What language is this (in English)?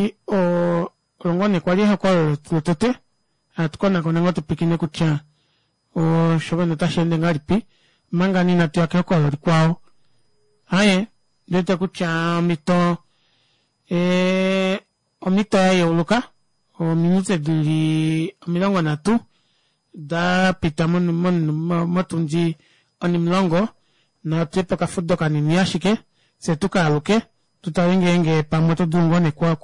Kuanyama